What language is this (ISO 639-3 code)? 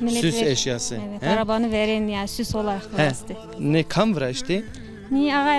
zza